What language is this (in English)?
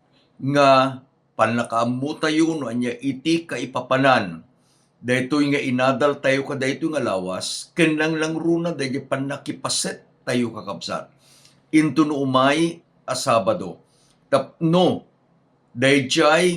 Iloko